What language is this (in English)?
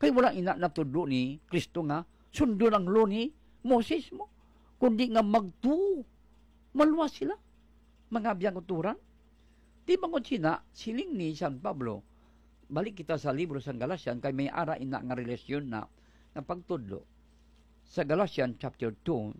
Hiligaynon